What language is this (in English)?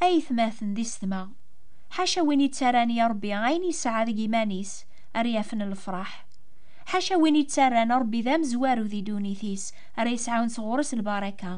Kabyle